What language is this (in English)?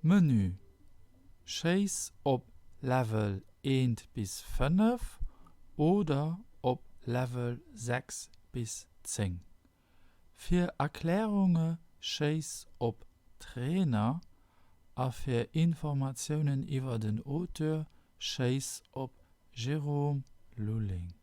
Luxembourgish